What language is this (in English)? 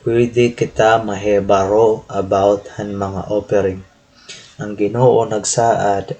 Waray